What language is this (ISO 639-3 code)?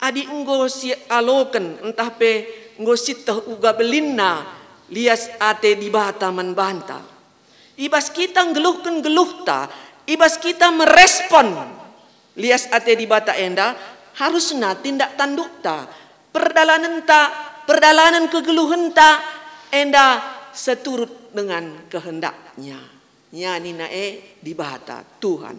btx